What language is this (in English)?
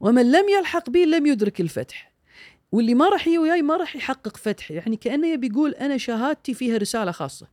Gulf Arabic